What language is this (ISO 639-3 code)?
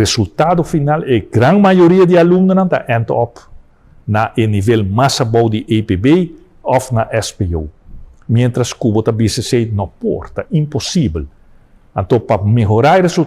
pap